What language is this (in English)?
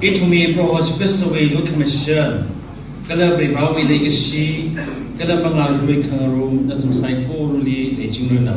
Tangkhul Naga (India)